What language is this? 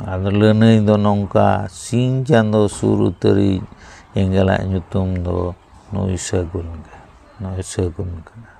Santali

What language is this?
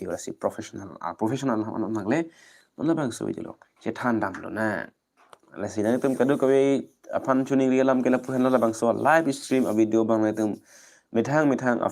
Karbi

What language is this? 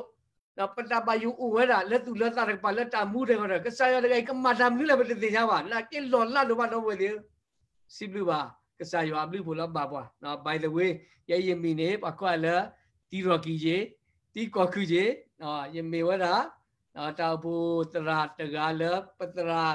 S'gaw Karen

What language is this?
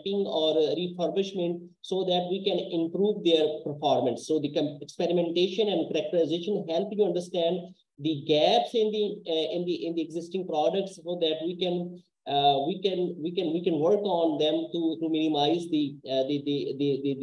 English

